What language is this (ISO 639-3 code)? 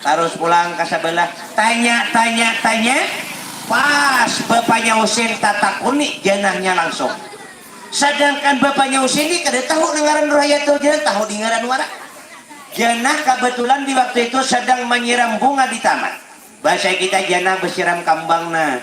bjn